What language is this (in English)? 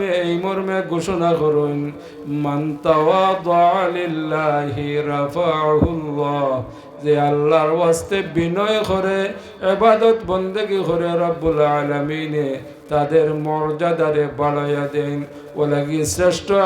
Sylheti